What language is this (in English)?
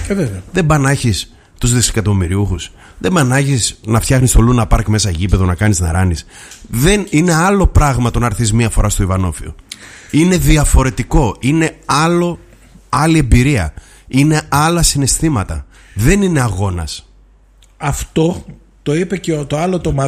Greek